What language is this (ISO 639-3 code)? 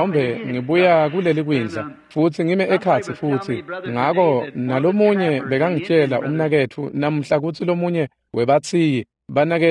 ssw